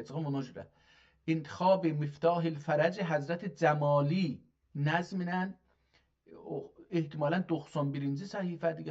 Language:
South Azerbaijani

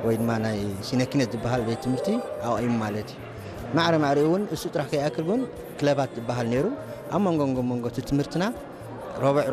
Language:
Tigrinya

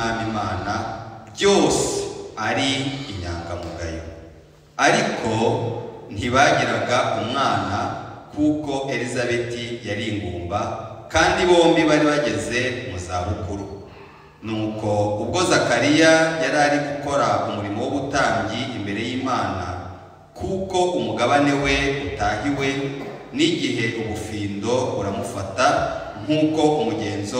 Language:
Kinyarwanda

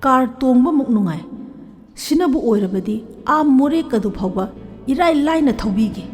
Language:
Manipuri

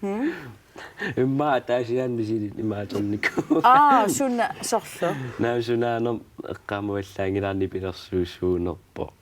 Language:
Kalaallisut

